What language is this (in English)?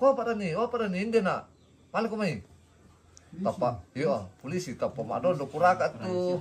Toraja-Sa'dan